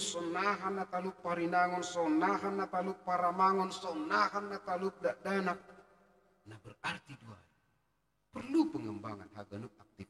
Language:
Batak Simalungun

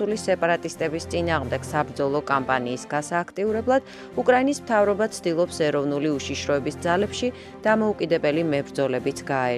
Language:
Georgian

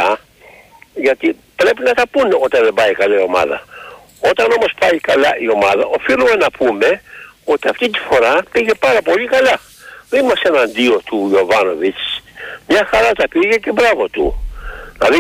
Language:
Greek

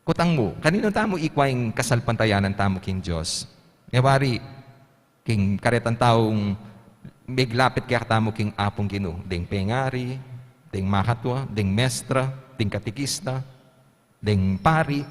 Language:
Pampanga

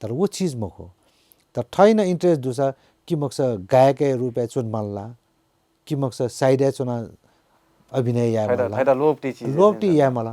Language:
Newari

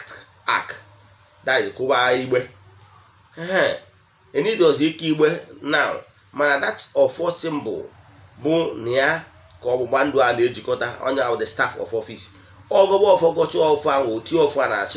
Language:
Igbo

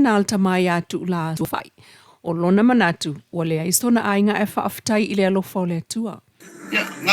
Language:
Samoan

